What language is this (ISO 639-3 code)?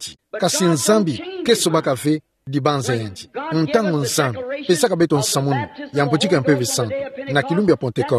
ktu